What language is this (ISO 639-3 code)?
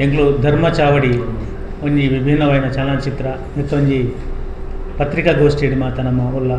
tcy